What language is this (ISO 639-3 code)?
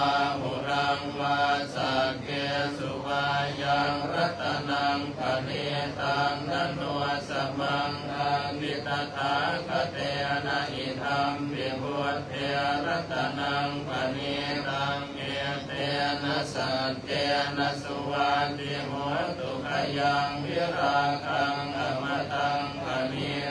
pli